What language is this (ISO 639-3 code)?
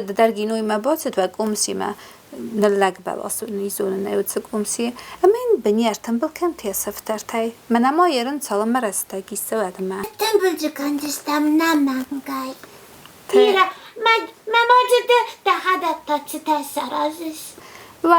oss